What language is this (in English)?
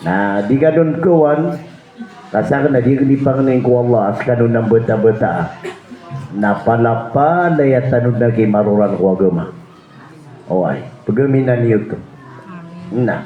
Maranao